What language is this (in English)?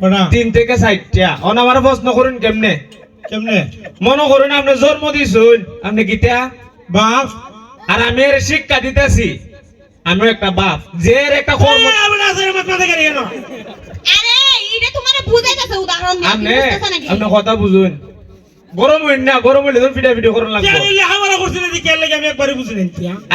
Sylheti